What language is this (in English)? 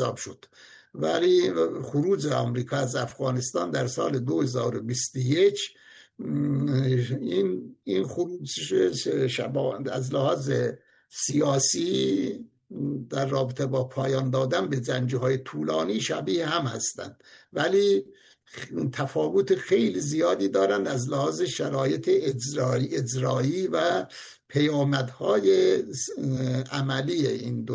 Persian